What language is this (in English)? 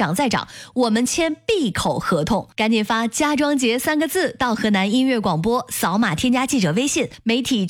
Chinese